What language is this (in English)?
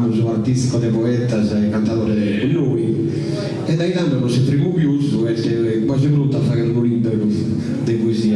Sardinian